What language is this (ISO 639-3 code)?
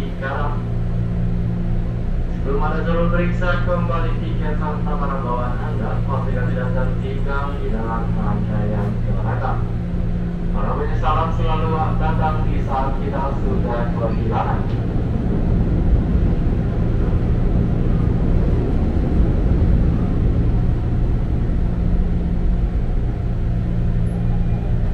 ind